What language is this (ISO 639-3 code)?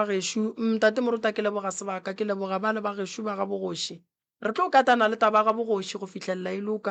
nso